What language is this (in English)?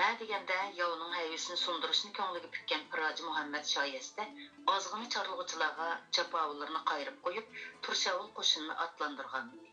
Uyghur